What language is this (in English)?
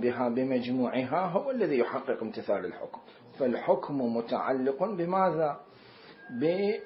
Mesopotamian Arabic